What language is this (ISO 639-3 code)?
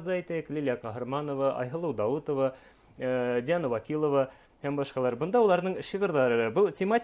bak